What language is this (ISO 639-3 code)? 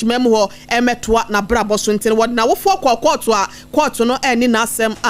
aka